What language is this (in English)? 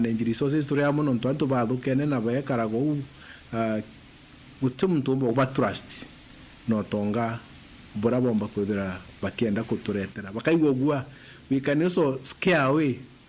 Meru